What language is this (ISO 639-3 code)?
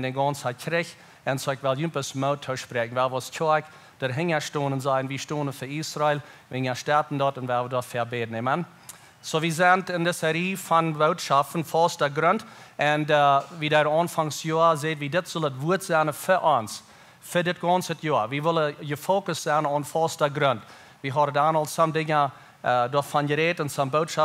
pdt